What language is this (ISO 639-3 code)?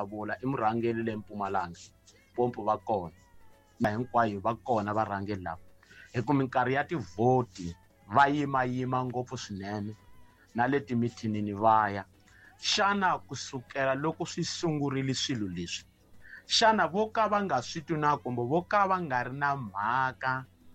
tso